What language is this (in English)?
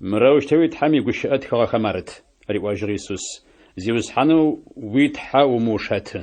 Adyghe